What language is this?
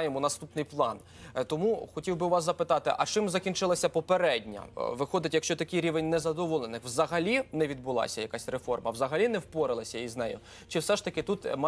Ukrainian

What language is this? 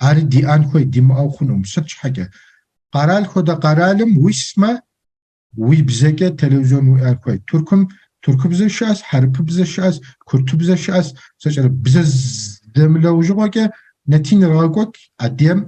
Kabardian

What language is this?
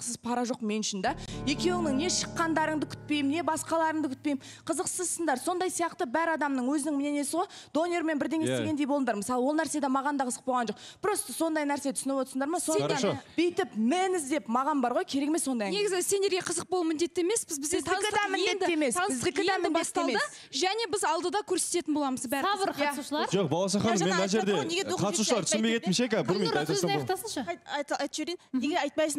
Kazakh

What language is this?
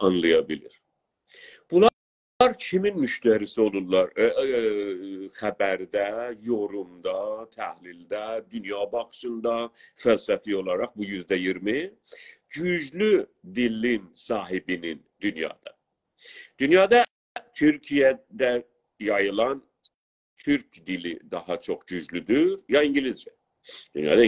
South Azerbaijani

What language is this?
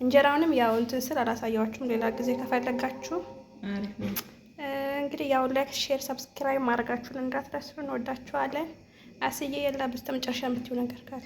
Amharic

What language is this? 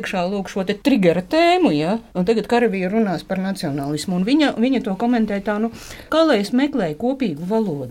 Latvian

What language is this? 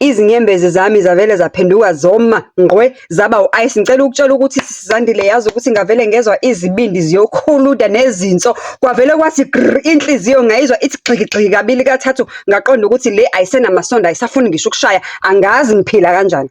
Zulu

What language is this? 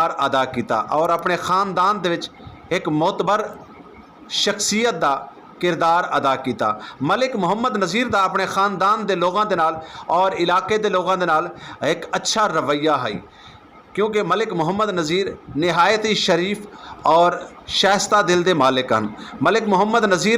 Western Panjabi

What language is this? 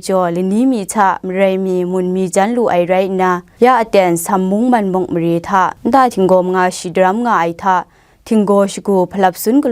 Kachin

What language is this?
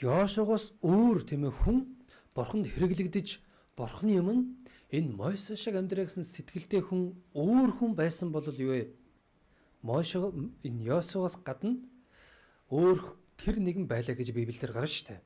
Mongolian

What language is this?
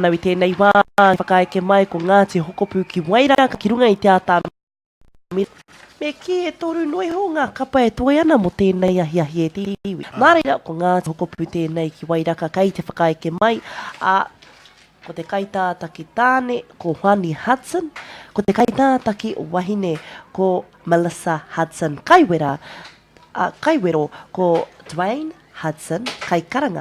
Māori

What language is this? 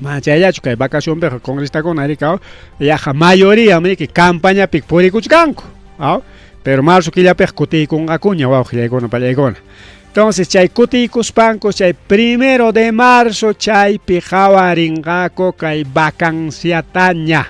Ayacucho Quechua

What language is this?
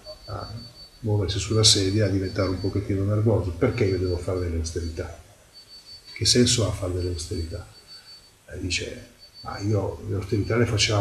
Italian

